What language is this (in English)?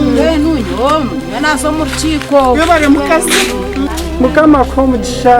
Nyankole